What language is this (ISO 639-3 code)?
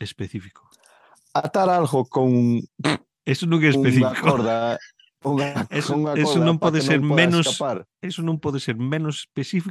glg